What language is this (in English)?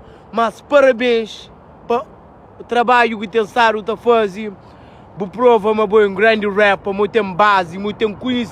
Kabuverdianu